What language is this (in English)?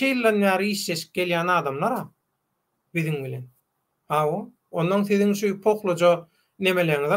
Turkmen